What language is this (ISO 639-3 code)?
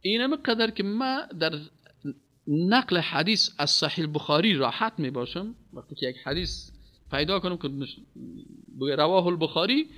fas